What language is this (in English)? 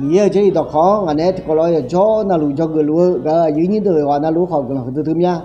Akha